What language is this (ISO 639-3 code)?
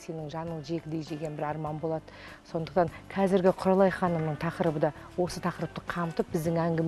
kaz